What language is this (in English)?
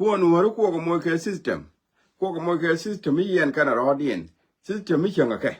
Nuer